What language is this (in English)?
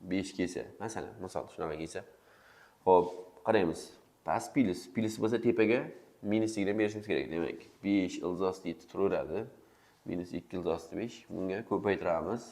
Uzbek